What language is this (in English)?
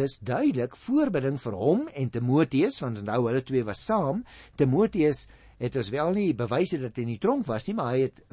Afrikaans